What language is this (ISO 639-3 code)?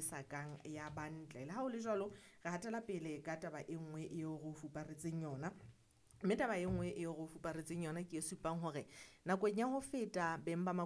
sot